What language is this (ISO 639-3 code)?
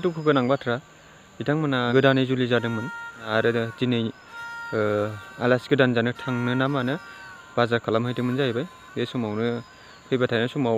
brx